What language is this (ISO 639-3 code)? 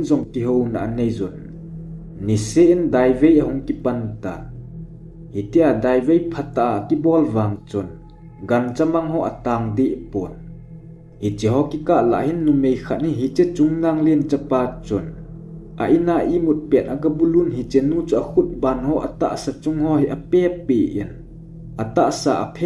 tcz